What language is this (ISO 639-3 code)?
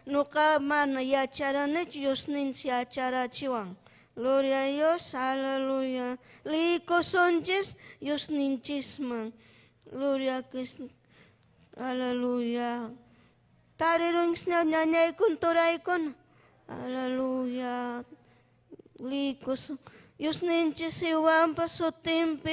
quy